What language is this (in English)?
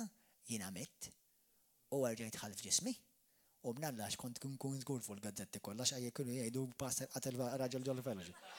Maltese